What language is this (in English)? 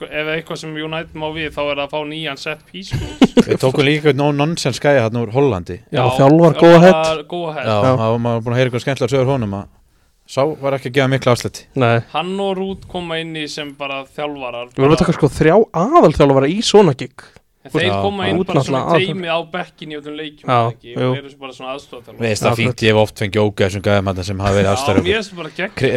Icelandic